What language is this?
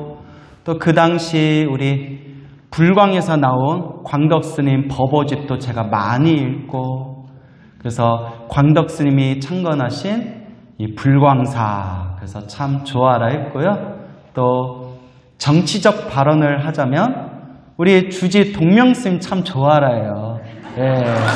Korean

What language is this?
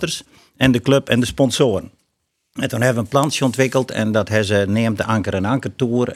Western Frisian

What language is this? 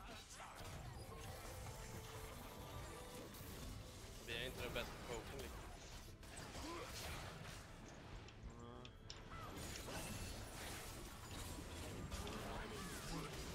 Swedish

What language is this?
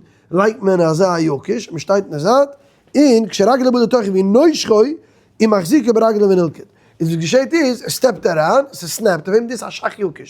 Yiddish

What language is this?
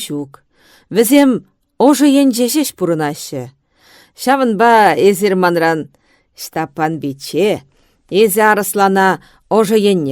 Chuvash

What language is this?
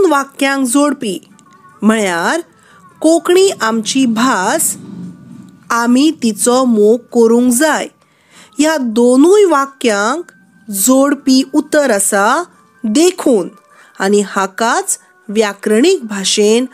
Konkani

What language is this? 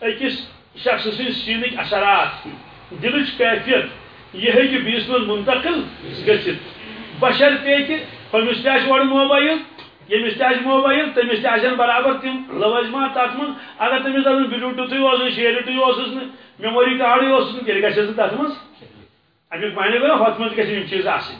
Kashmiri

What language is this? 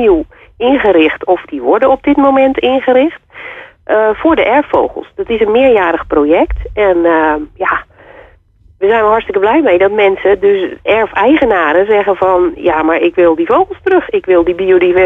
Dutch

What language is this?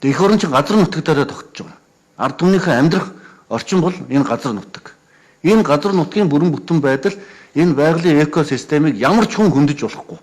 Mongolian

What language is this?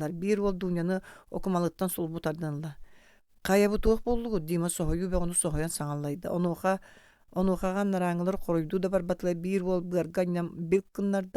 Yakut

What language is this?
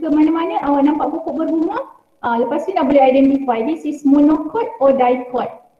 Malay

